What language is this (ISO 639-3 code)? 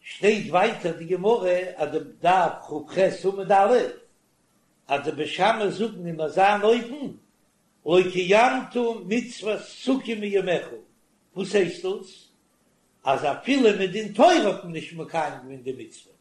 yid